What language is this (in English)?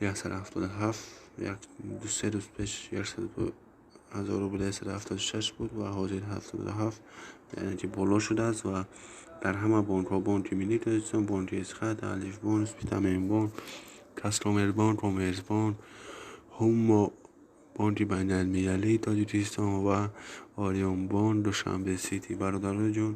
Tajik